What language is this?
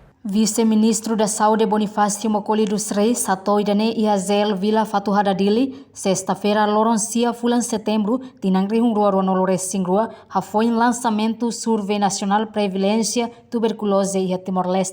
Tetum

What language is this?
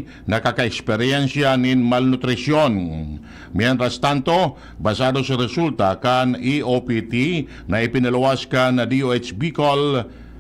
Bikol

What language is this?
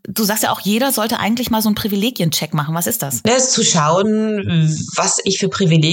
German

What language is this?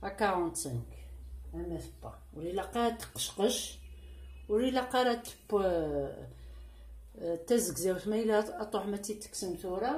Kabyle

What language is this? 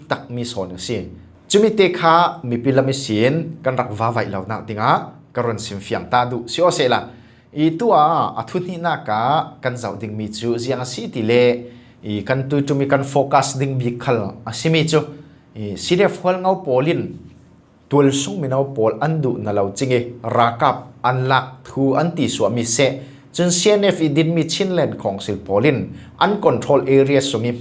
Falam Chin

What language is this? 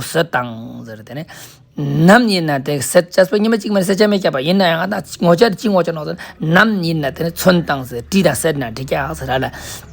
Ladakhi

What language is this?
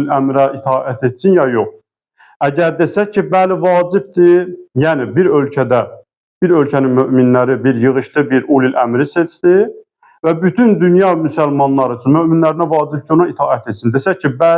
Azerbaijani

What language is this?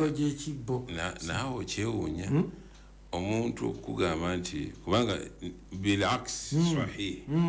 Ganda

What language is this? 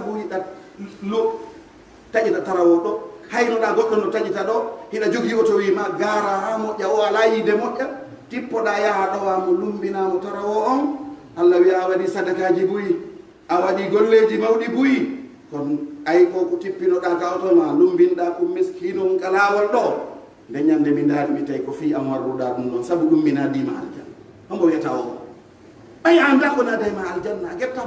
Pular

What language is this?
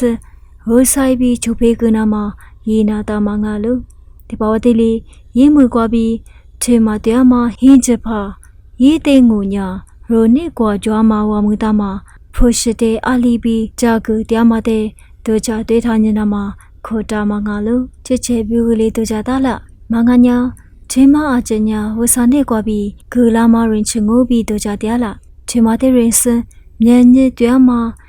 Lisu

